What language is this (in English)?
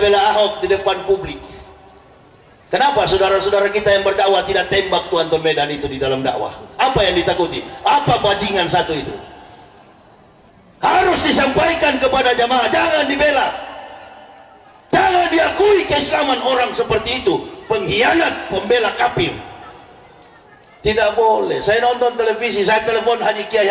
Indonesian